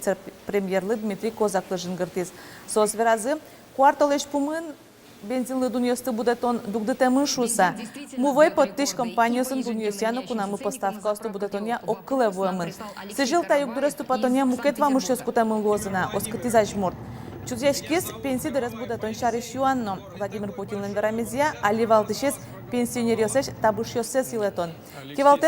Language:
Udmurt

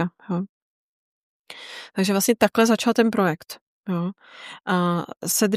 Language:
Czech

